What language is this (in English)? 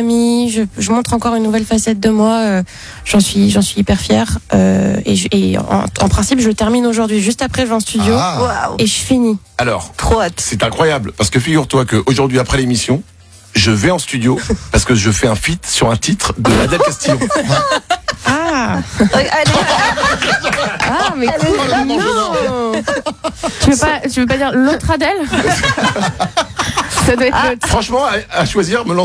French